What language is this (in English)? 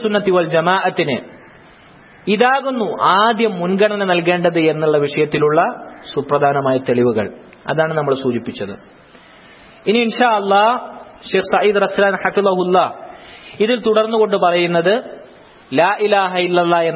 Malayalam